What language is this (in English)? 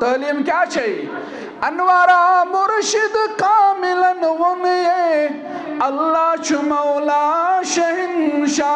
Kashmiri